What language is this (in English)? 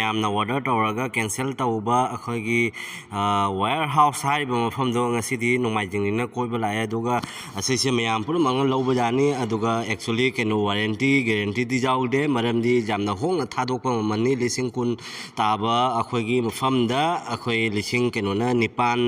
Manipuri